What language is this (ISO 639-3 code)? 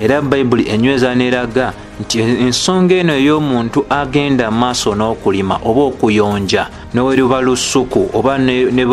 lug